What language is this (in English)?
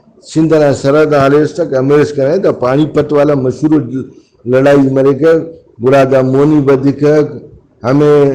Brahui